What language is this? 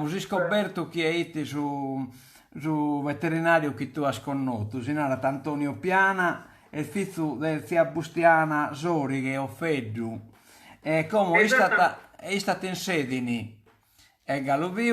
Sardinian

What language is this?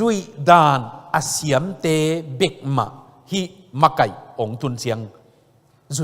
Tedim Chin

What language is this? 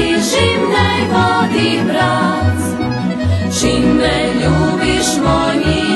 Rusyn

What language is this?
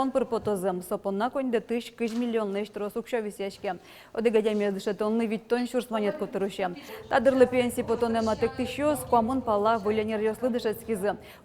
Udmurt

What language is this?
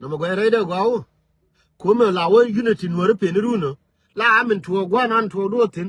Nuer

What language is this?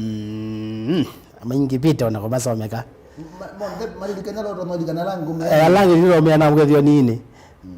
Kamba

